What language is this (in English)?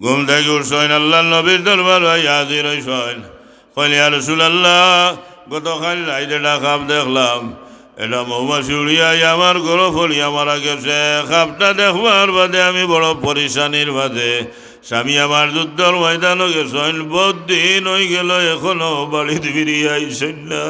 Sylheti